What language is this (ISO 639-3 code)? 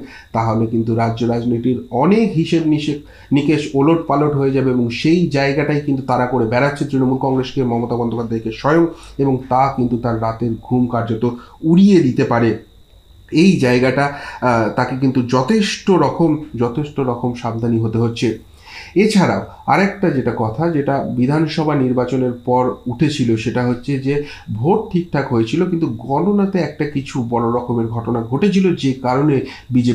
ben